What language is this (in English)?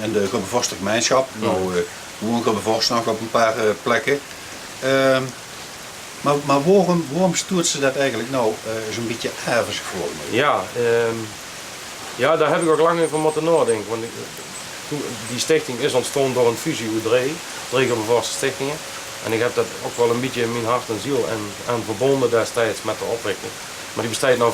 Limburgish